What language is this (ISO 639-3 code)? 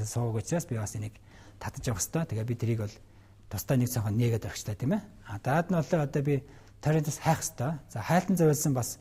mon